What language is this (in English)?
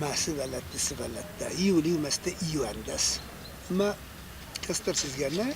Ossetic